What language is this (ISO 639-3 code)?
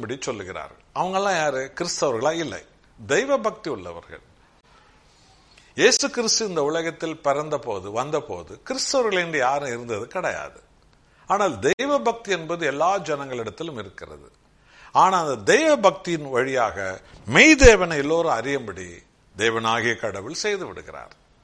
tam